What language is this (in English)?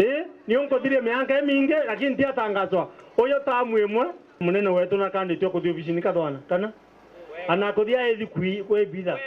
Meru